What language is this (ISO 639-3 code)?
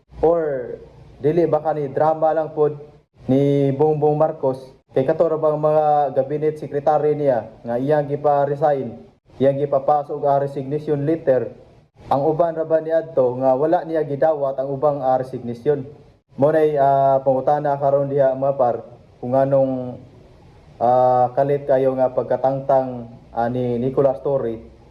ceb